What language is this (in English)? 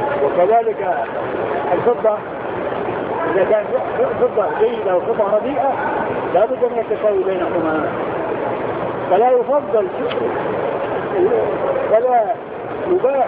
Arabic